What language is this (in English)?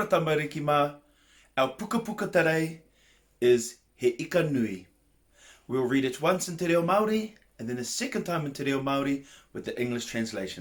Māori